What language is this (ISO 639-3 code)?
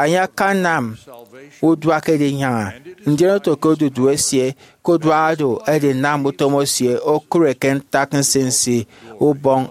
efi